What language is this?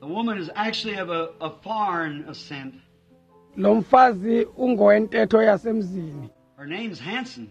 Xhosa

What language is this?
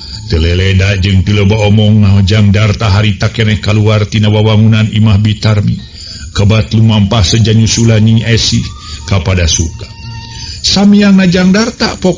Sundanese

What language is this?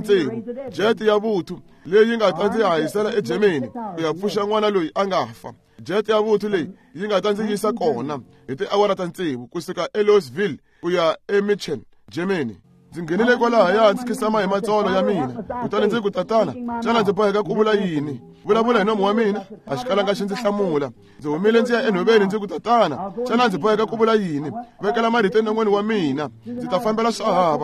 Tsonga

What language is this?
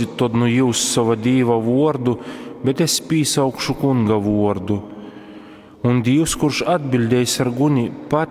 Latgalian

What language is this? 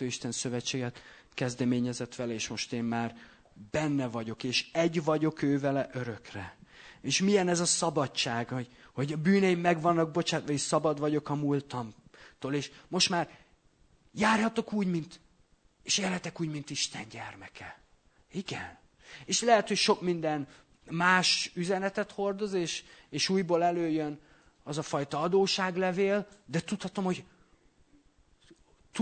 Hungarian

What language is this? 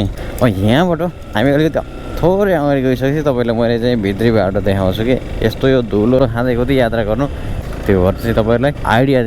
Nepali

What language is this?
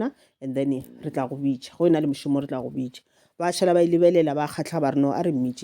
Northern Sotho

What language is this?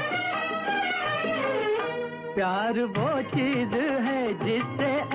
Hindi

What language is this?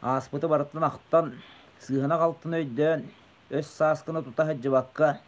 Yakut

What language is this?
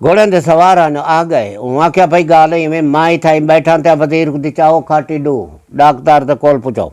Saraiki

